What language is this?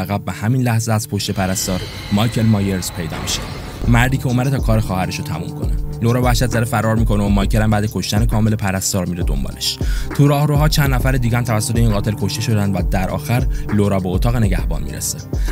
Persian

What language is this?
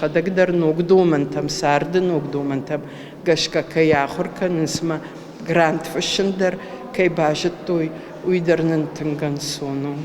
Ossetic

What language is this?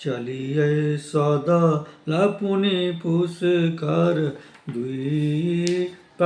Maithili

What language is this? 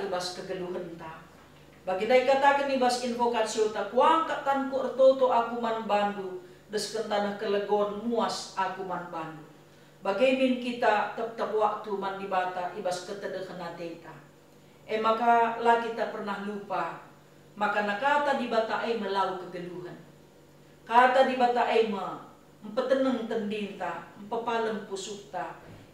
Batak Karo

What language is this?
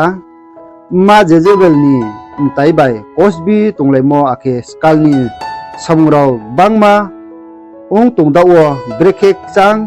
Riang (India)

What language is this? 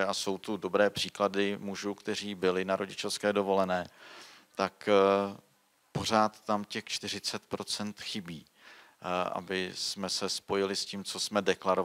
Czech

